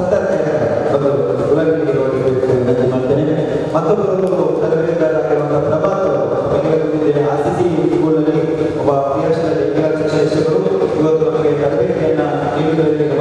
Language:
Kannada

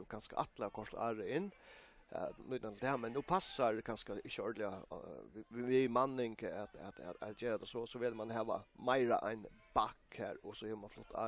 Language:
Faroese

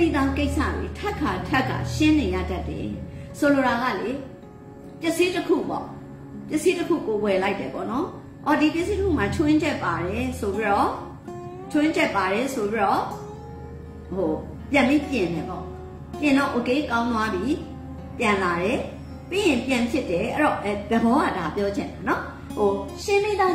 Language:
Burmese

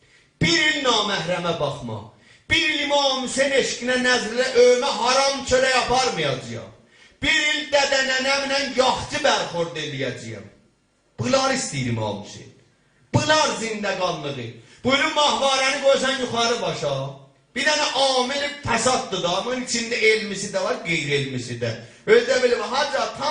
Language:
South Azerbaijani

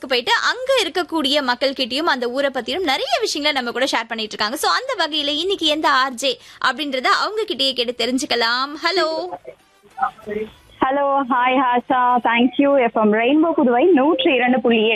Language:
Tamil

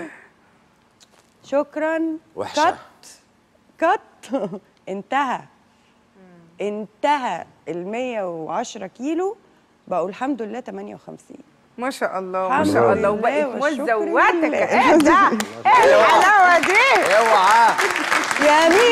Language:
Egyptian Arabic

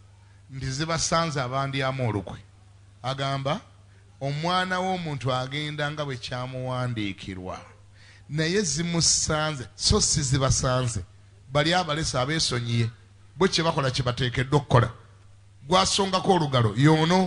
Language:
Ganda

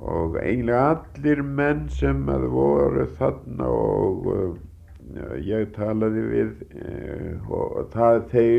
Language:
Icelandic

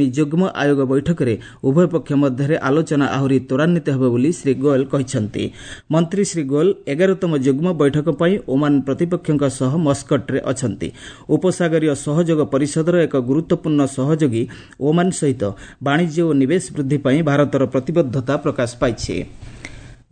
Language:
Odia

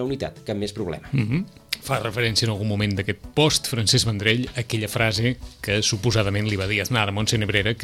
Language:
Catalan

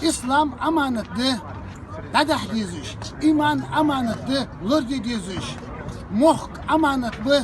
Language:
Chechen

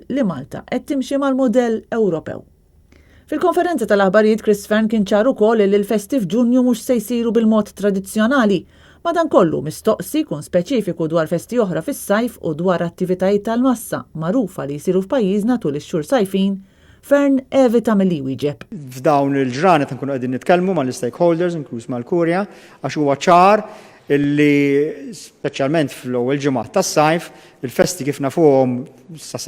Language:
Maltese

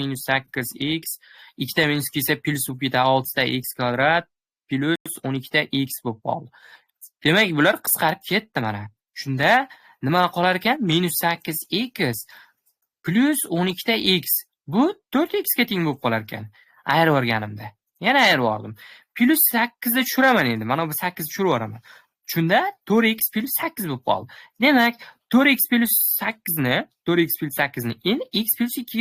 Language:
Uzbek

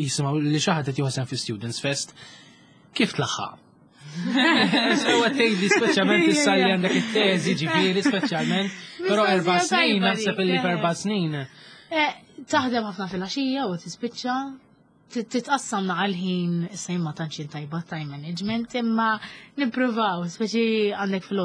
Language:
Maltese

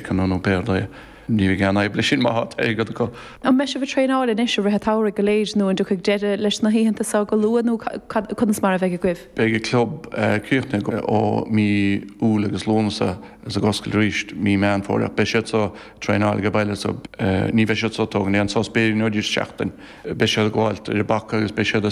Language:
Irish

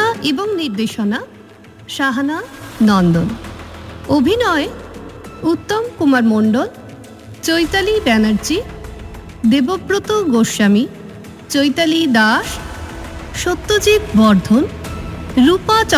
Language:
Bangla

